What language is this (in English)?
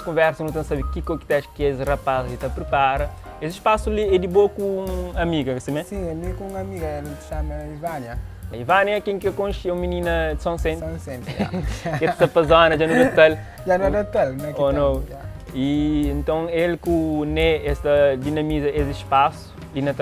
Kabuverdianu